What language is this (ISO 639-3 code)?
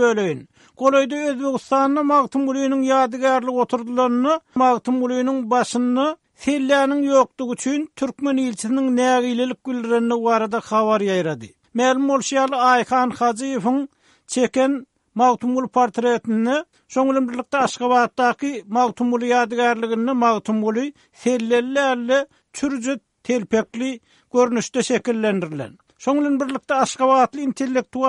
tuk